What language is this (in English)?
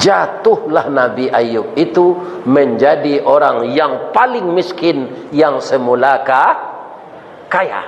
Minangkabau